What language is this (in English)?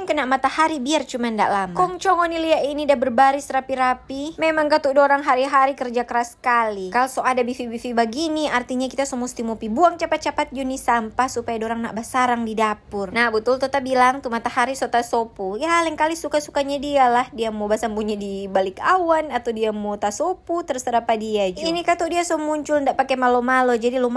Manado Malay